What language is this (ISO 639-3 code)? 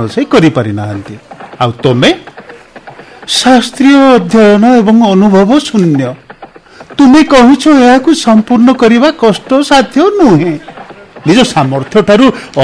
ori